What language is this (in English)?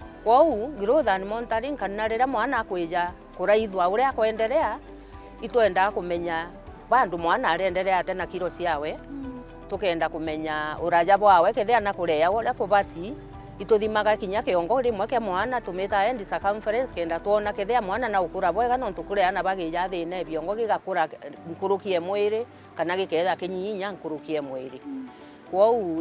Meru